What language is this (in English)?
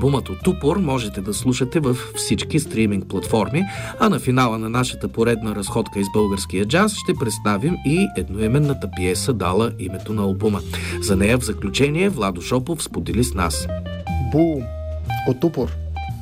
Bulgarian